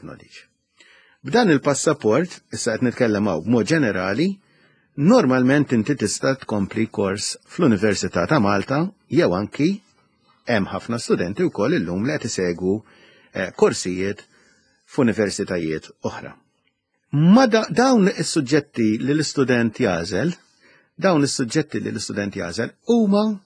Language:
Maltese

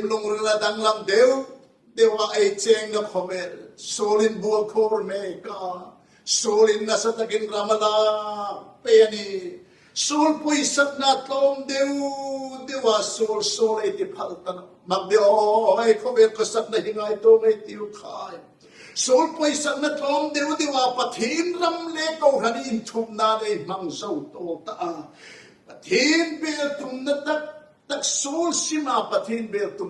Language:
Hmar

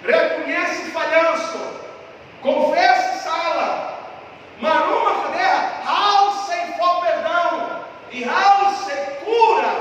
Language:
Tetum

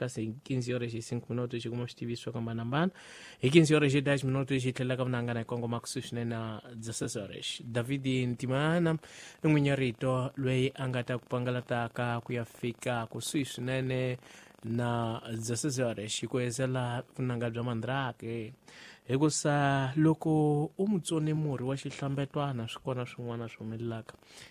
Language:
Tsonga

